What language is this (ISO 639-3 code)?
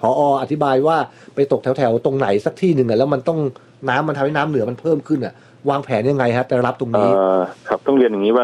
tha